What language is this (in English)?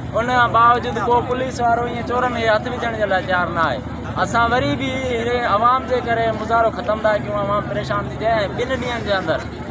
Sindhi